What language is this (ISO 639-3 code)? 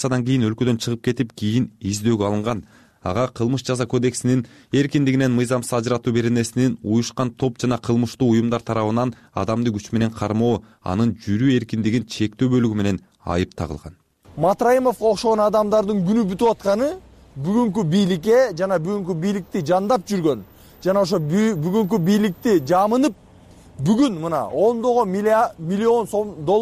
kir